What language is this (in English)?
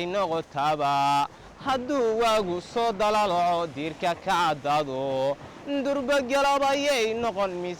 Somali